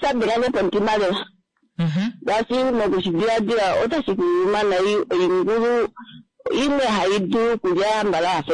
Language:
Kuanyama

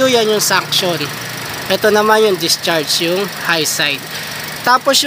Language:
Filipino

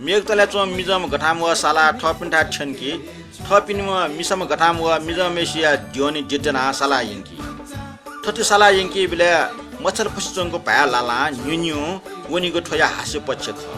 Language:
Newari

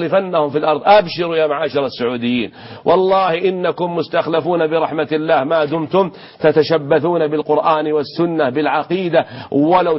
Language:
Arabic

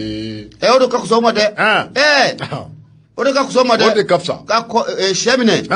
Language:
Bambara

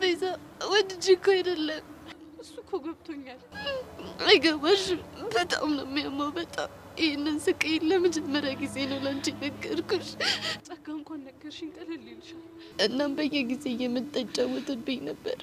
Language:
Amharic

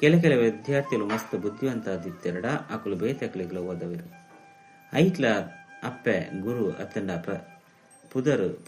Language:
Tulu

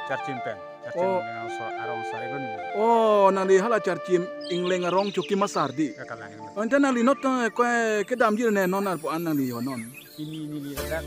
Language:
Karbi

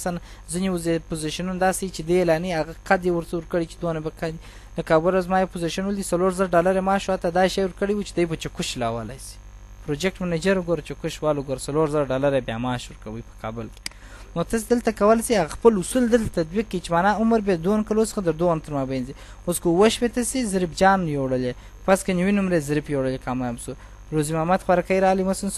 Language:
Pashto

